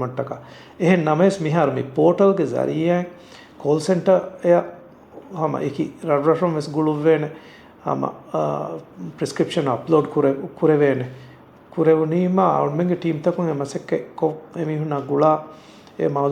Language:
Divehi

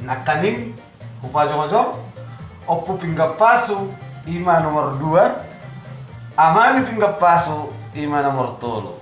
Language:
Batak Toba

